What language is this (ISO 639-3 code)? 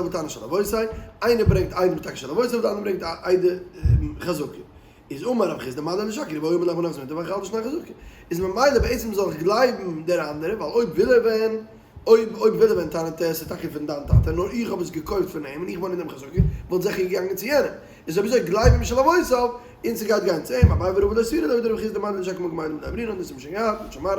yid